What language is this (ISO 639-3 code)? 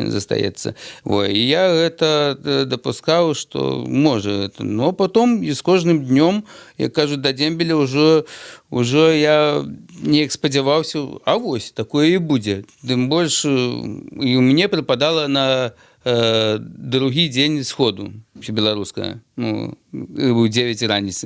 bel